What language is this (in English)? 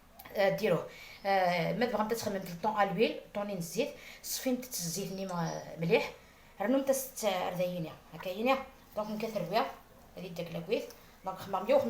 Algerian Arabic